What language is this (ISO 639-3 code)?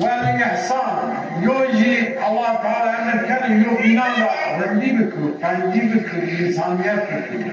zza